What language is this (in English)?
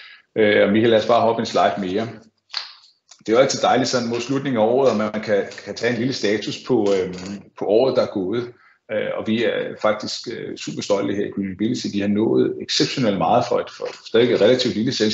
Danish